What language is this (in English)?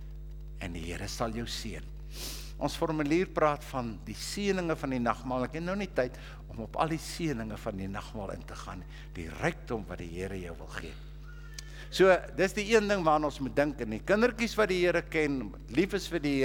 Afrikaans